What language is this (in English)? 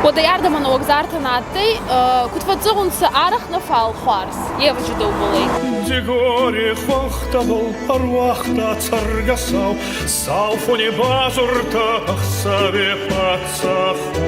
Ossetic